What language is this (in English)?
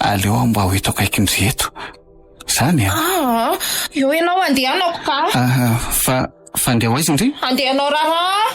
Malagasy